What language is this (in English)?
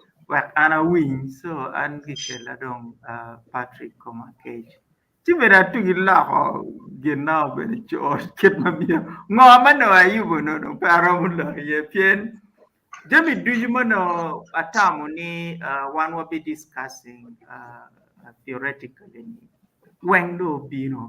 Acoli